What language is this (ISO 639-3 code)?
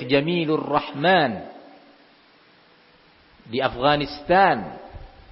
ind